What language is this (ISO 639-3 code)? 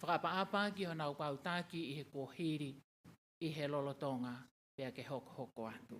ton